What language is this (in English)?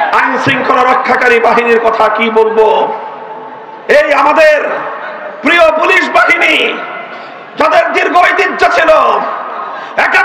Bangla